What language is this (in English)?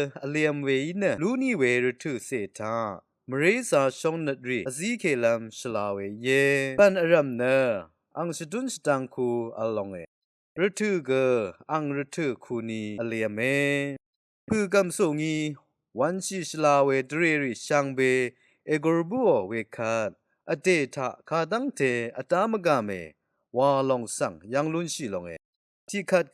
Rawang